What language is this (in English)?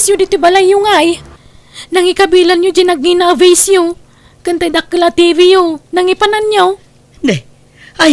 Iloko